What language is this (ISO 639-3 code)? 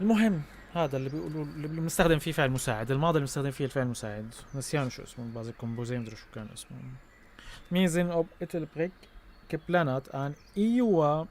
apc